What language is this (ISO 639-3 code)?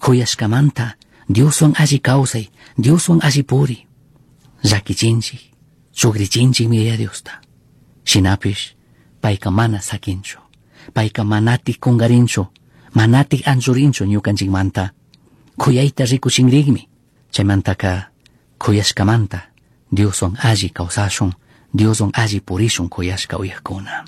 qug